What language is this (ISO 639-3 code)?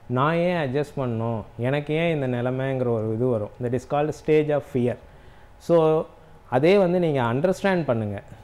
tam